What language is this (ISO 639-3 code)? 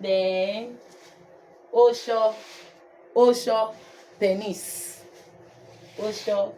urh